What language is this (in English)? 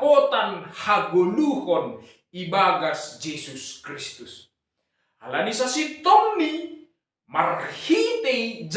Batak Simalungun